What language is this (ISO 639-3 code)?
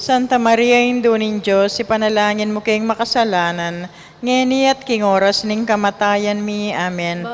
pam